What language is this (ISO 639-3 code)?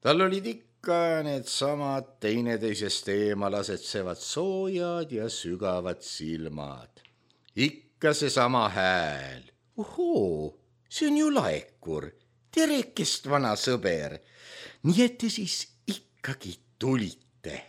est